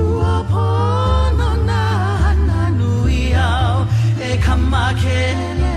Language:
Hawaiian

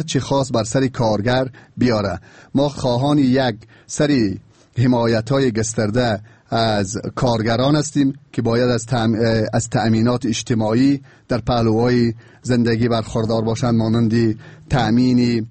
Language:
Persian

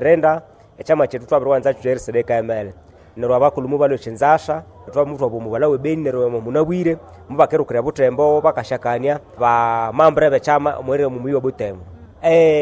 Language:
Nande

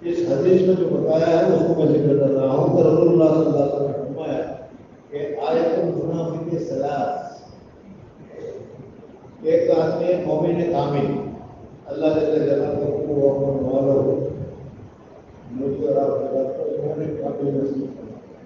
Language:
Urdu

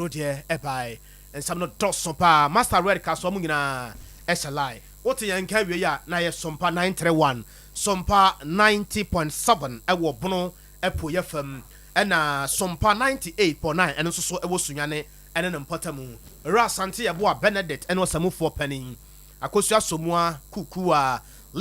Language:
Akan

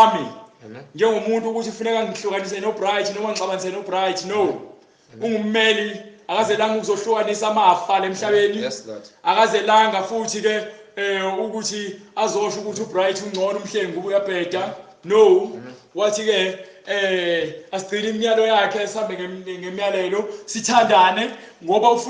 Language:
Zulu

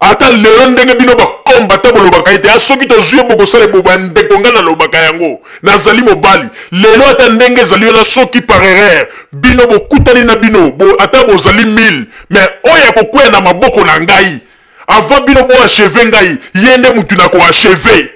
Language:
Lingala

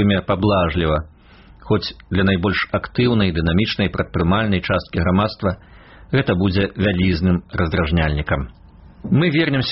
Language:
Belarusian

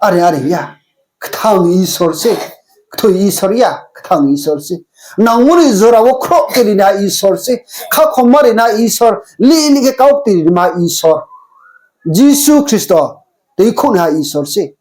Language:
Riang (India)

